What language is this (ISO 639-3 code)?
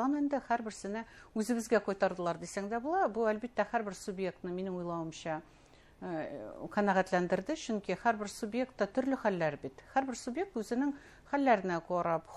bak